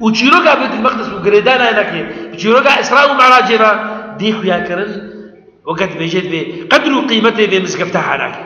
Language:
Kurdish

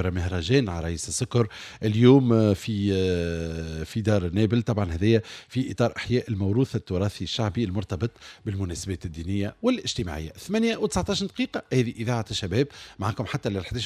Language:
Tunisian Arabic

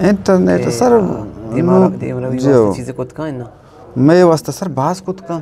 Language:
Eastern Balochi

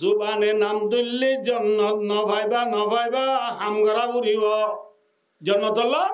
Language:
Rohingya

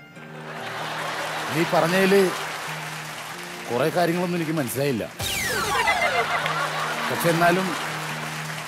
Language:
Malayalam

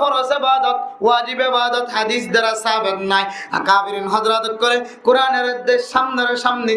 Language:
Rohingya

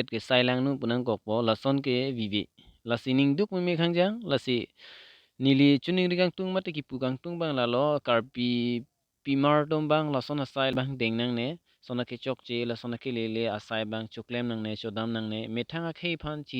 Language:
Karbi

